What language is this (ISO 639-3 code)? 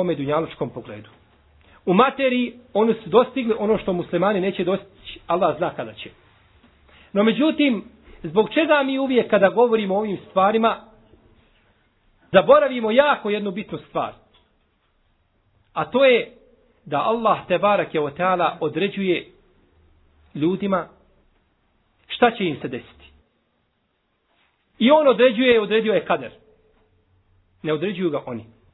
bos